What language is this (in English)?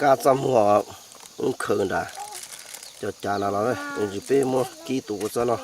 Hmong